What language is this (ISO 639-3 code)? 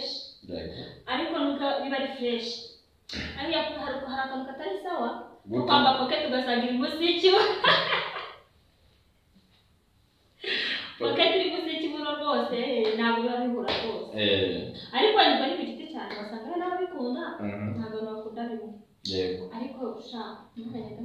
kin